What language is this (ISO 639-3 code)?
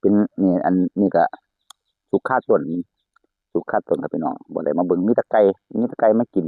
tts